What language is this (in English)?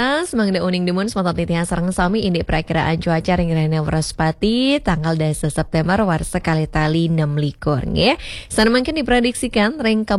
Balinese